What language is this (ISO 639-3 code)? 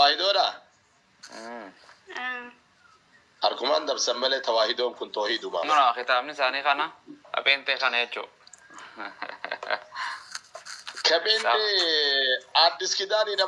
orm